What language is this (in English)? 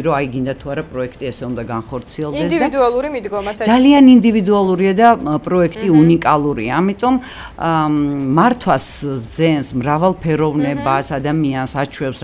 Georgian